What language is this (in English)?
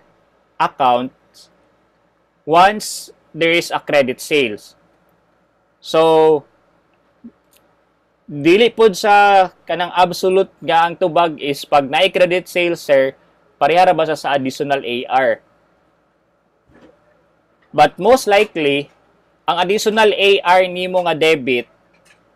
Cebuano